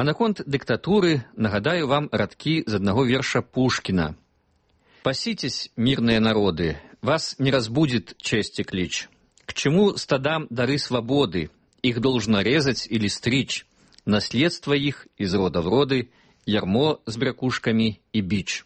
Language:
Belarusian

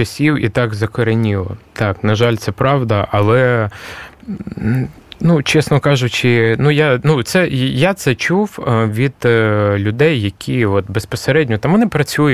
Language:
Ukrainian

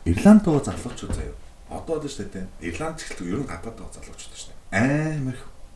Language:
Mongolian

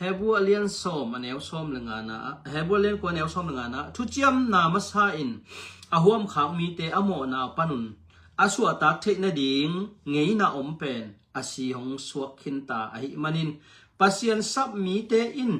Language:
Tedim Chin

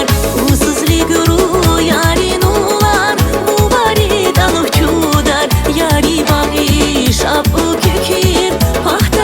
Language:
Tabassaran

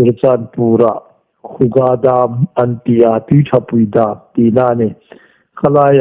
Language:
Hmar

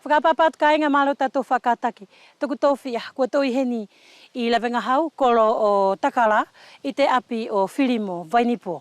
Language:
Wallisian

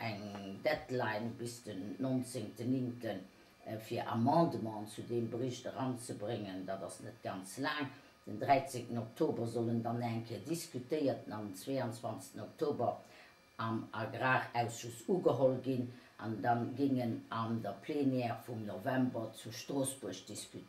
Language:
Luxembourgish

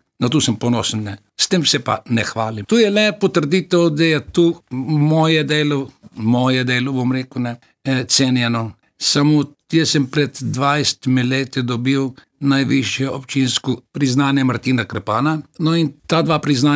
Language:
Slovenian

